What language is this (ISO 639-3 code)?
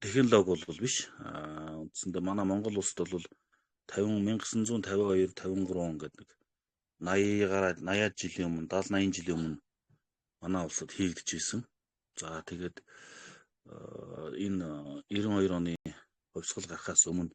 mon